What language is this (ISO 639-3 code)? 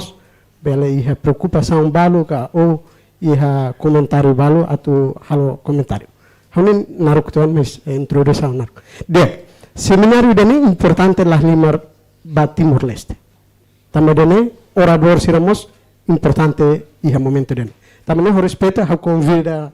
tet